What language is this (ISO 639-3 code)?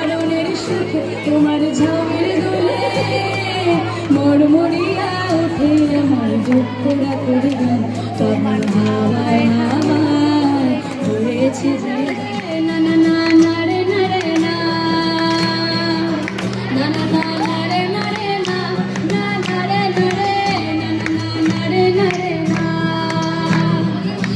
ben